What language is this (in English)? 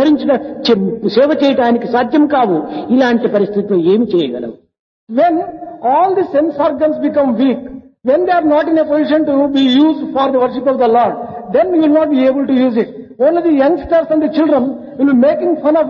Telugu